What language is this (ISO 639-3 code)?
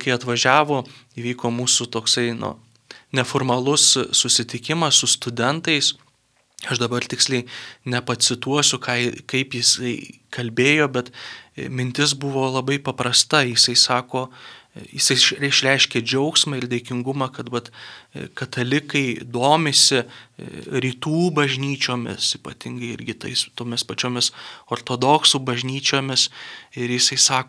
lit